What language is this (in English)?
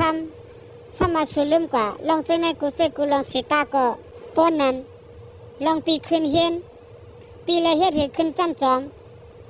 Shan